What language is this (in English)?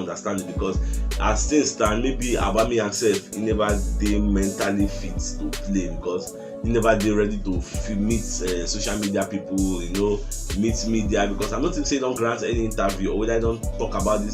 Nigerian Pidgin